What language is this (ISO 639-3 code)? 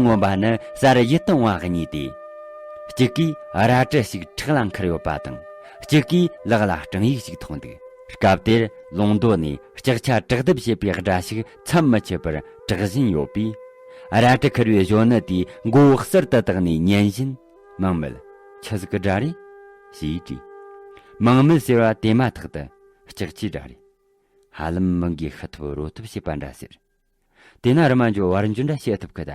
bod